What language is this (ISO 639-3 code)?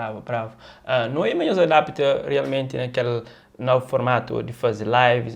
kea